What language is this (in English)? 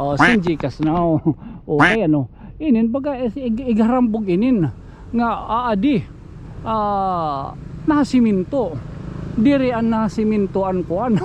Waray